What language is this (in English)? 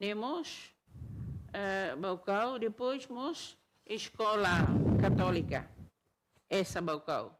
Tetum